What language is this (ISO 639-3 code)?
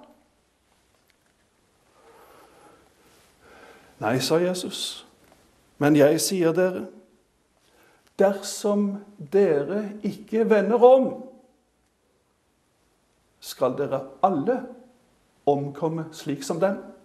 nor